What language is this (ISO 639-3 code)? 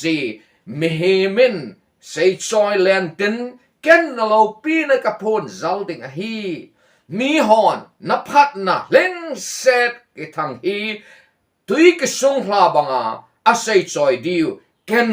tcz